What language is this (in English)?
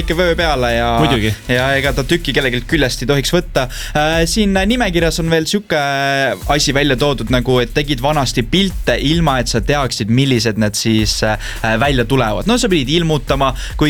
Estonian